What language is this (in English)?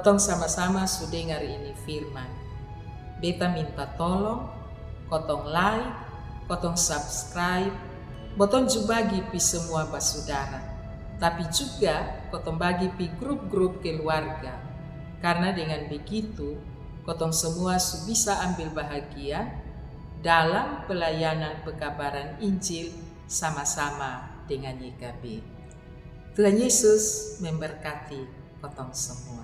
Kupang Malay